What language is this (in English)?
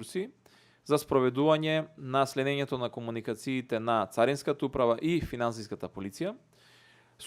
Macedonian